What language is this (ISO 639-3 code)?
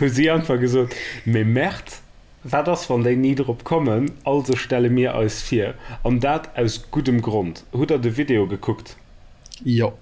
ltz